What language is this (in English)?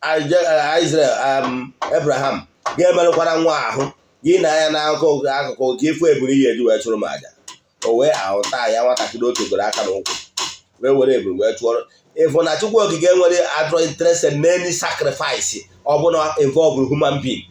Igbo